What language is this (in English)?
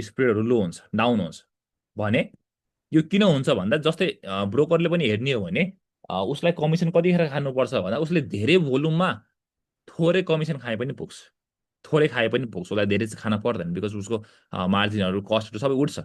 Nepali